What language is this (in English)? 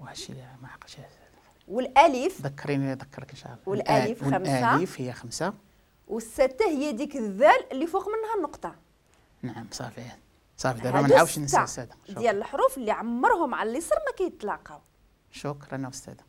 Moroccan Arabic